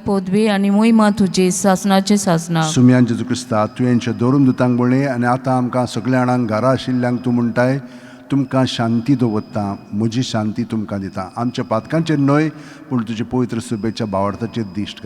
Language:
Konkani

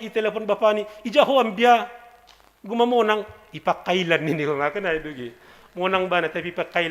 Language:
Batak Simalungun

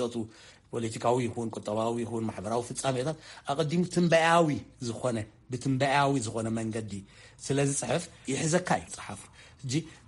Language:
Tigrinya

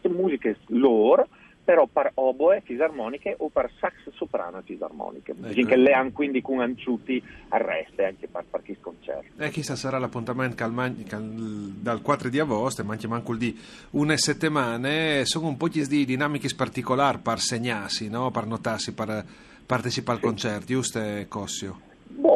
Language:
Friulian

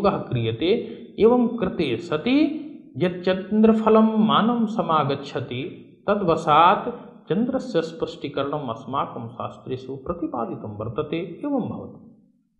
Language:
Sanskrit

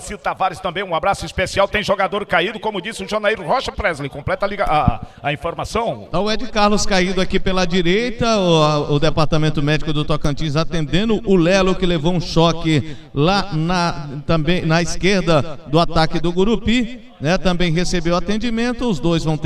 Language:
Portuguese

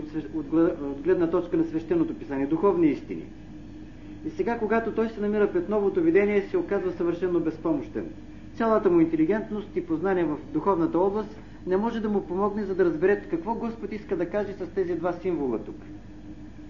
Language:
Bulgarian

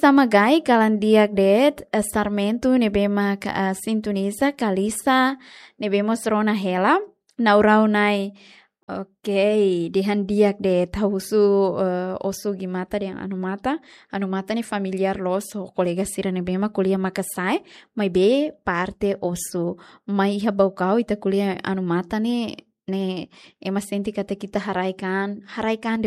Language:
Tetum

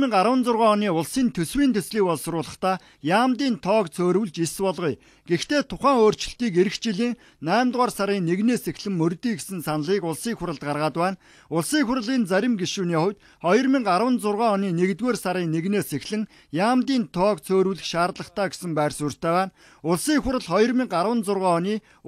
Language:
Mongolian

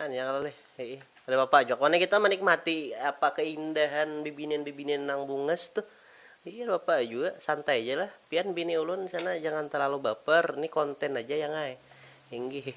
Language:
Banjar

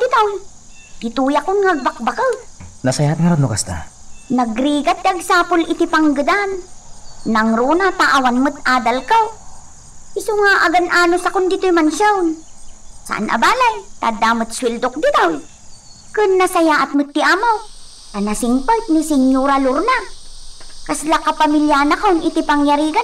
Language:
Iloko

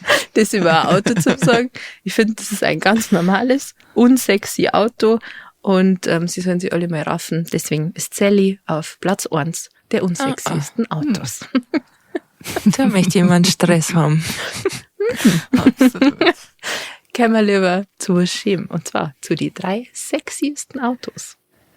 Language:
Bavarian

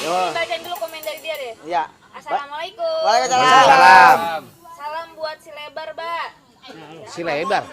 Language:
Betawi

